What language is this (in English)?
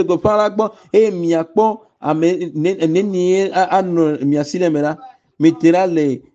Ewe